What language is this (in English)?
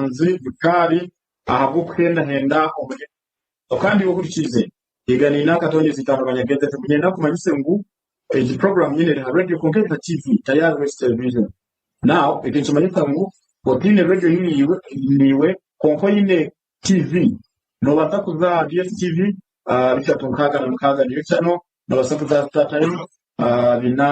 Nyankole